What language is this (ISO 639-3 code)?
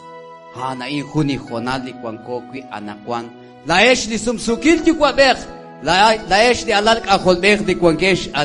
kek